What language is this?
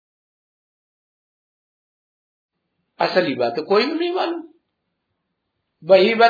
Hindi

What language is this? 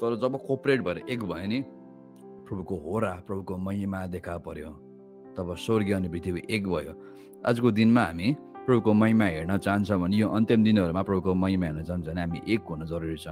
Nepali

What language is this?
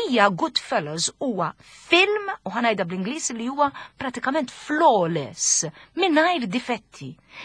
Maltese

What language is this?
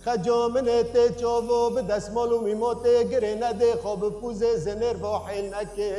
Kurdish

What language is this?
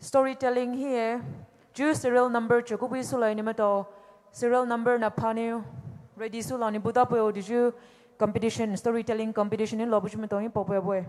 Poumei Naga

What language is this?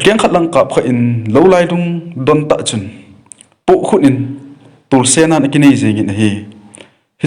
Thado Chin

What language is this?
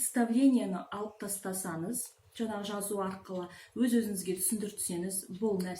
Kazakh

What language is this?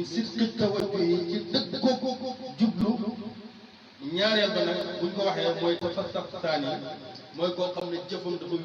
Wolof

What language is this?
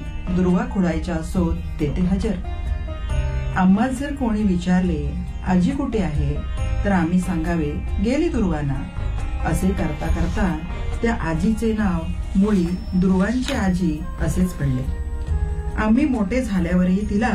Marathi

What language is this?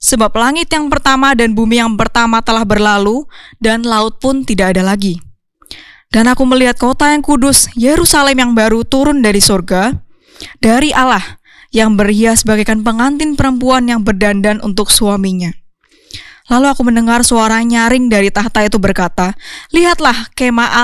Indonesian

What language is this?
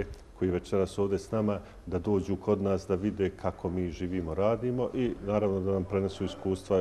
Bosnian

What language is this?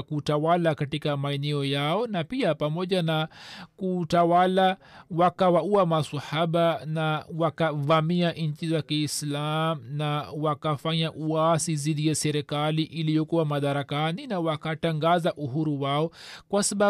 Swahili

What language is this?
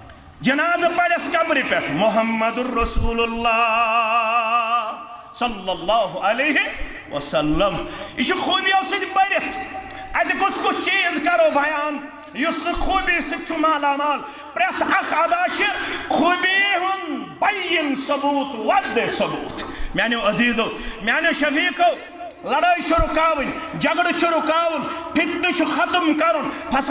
Kashmiri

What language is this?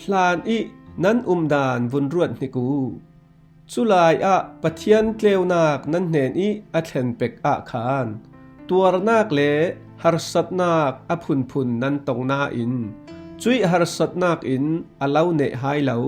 Falam Chin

